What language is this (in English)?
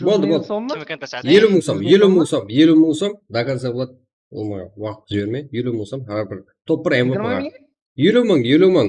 Kara-Kalpak